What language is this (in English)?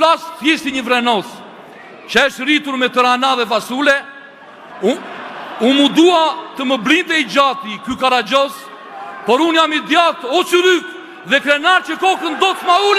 Albanian